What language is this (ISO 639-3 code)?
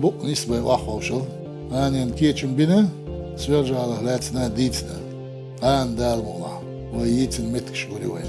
che